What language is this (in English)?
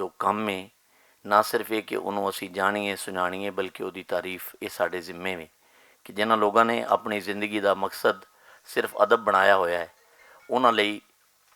Western Panjabi